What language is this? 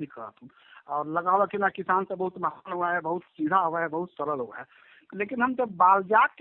Magahi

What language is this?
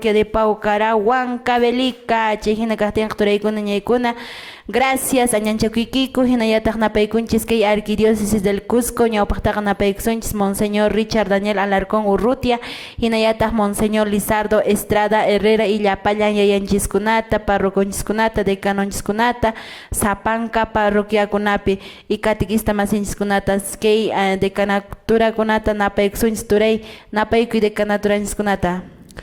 Quechua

